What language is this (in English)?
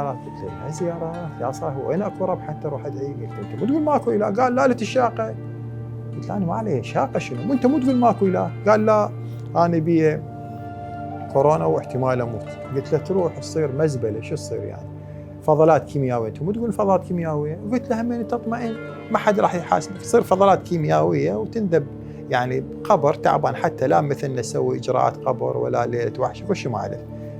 Mesopotamian Arabic